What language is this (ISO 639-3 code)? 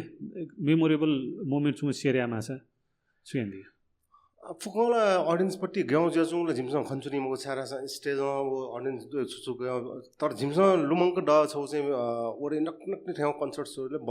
new